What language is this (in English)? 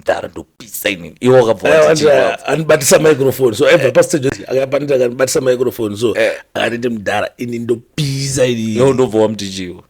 Shona